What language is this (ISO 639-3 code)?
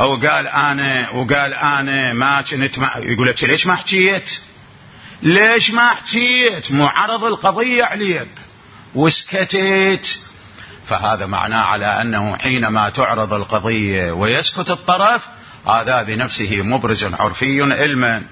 acm